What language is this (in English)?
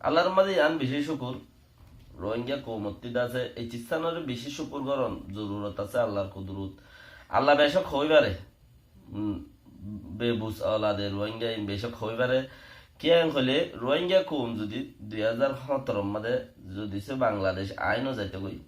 Rohingya